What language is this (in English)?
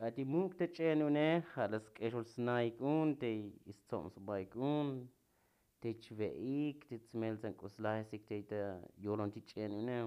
Tzotzil